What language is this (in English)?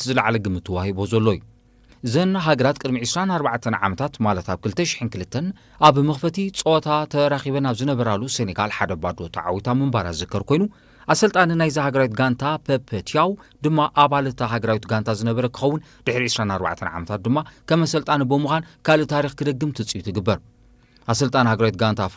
Tigrinya